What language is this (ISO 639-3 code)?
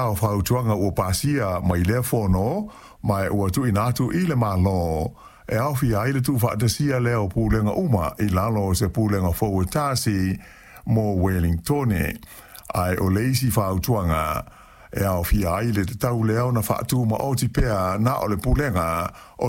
smo